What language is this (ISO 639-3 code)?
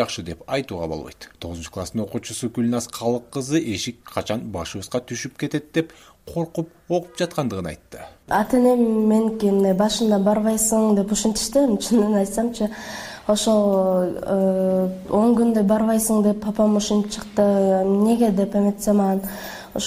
kir